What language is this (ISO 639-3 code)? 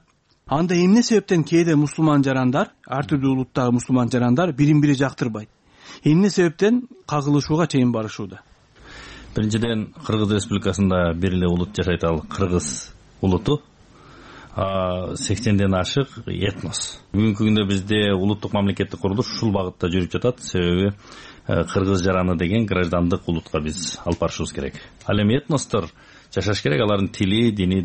kir